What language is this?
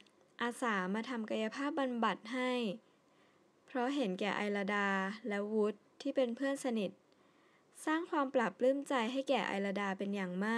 Thai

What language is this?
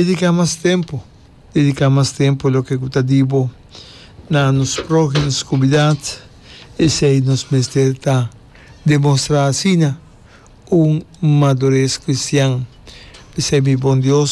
Papiamento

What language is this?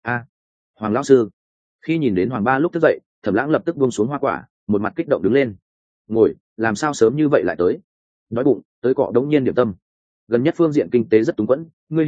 Vietnamese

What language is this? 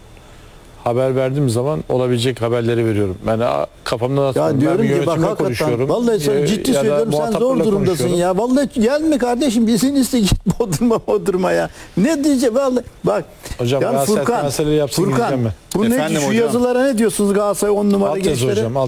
Turkish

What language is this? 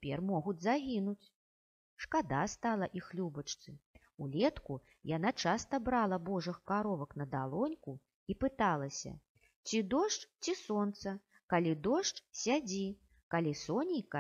Belarusian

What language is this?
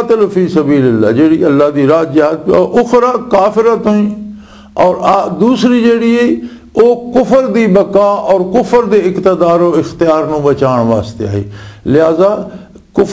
Western Panjabi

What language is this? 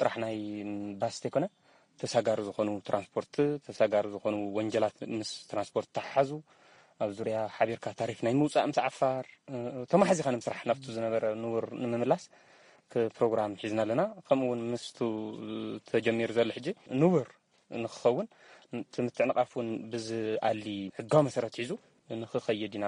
Tigrinya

